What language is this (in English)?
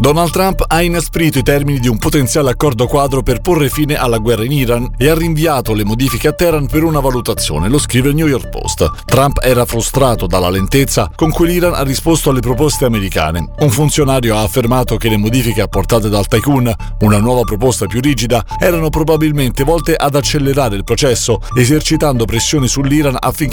Italian